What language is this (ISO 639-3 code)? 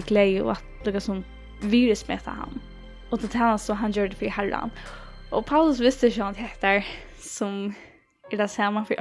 fao